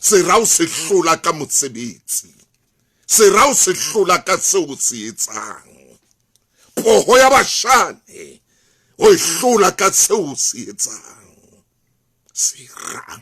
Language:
Southern Sotho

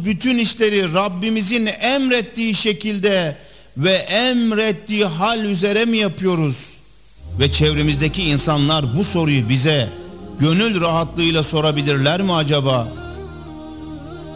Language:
Turkish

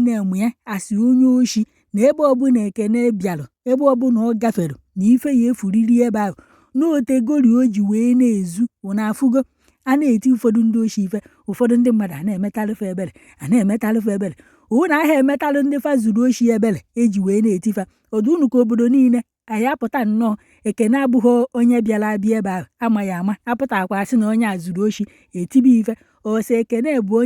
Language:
Igbo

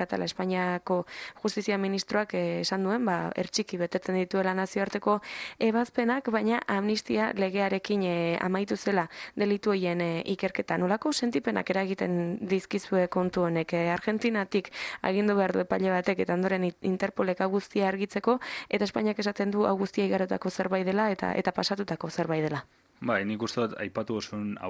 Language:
Basque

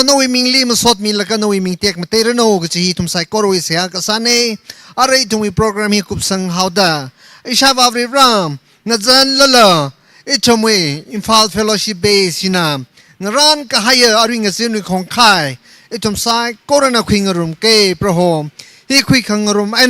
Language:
Tangkhul Naga (India)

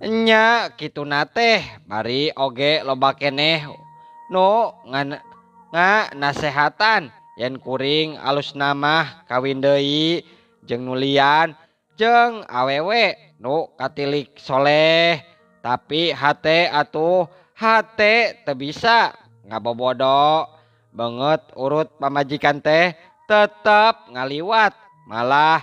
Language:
Sundanese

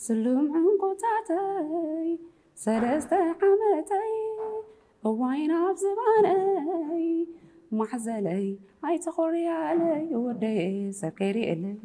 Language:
Tigrinya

